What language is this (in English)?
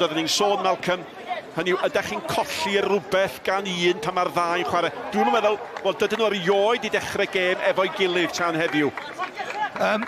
Welsh